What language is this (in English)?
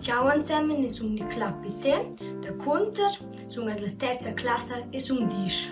Romansh